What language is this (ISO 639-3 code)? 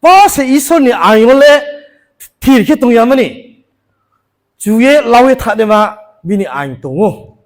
ria